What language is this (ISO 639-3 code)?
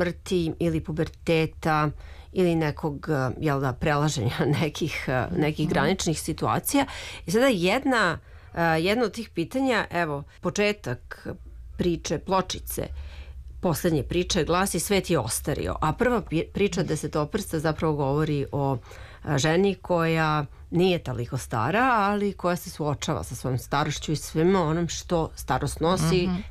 srp